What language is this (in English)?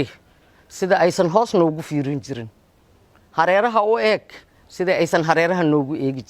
Somali